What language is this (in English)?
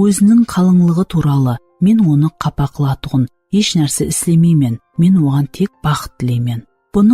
Kara-Kalpak